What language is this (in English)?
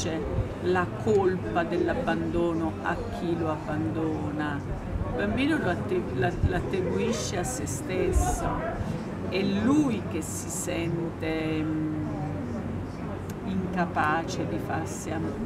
Italian